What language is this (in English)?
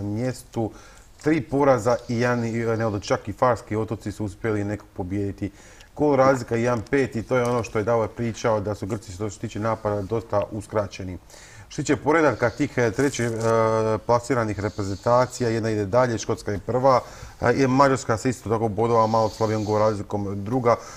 Croatian